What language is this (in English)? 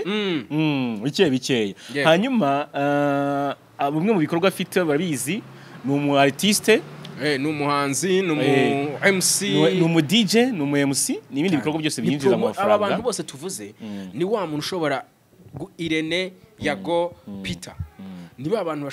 Kinyarwanda